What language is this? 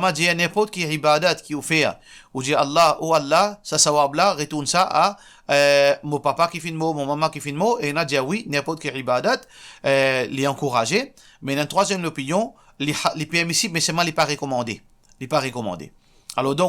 Morisyen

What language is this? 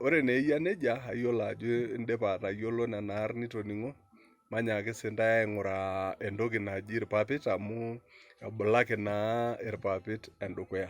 Masai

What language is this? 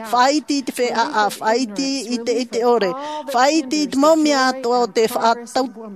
Tahitian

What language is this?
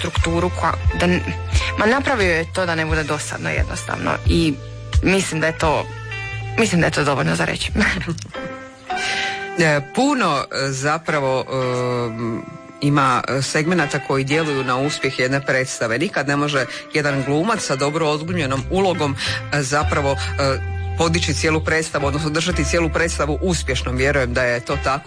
Croatian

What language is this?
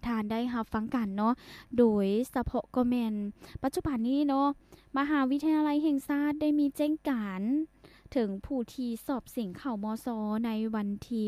Lao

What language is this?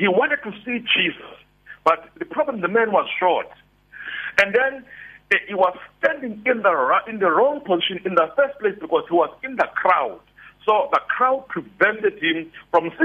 English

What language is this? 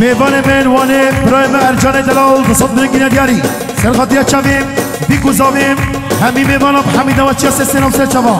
Kurdish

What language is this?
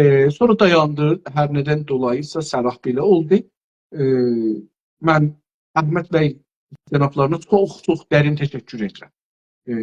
South Azerbaijani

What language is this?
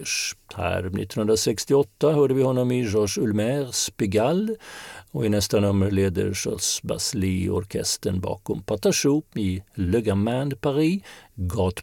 Swedish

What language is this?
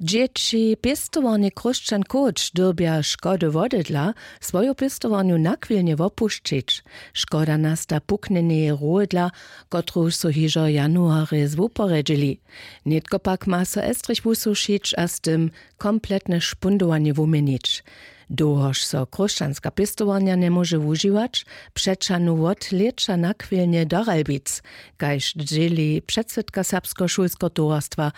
Upper Sorbian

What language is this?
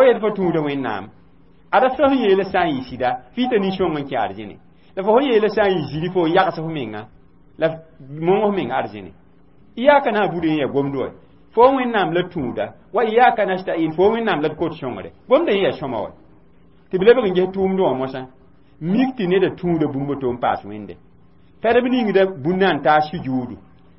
Mossi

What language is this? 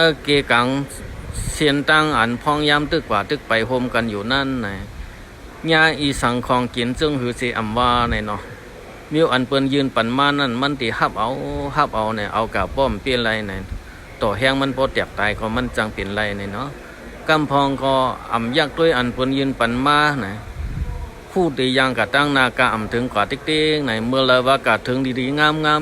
Shan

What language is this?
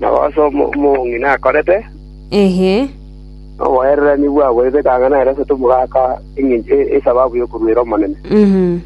Gusii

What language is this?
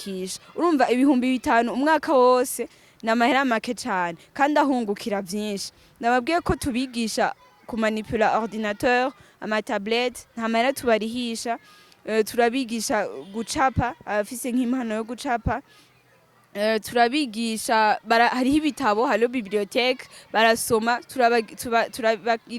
Rundi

